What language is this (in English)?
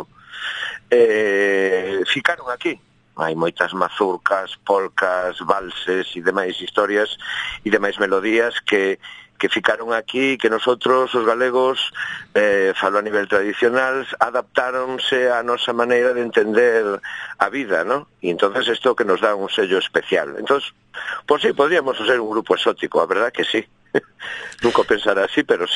Galician